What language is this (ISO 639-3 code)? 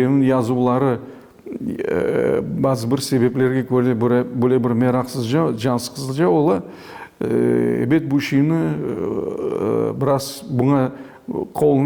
crh